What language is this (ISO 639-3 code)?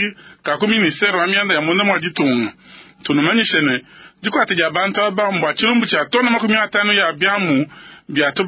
lua